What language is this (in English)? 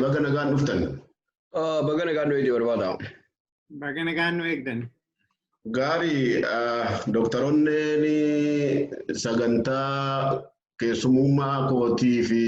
Oromo